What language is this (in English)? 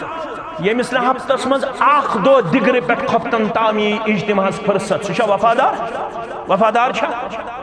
Kashmiri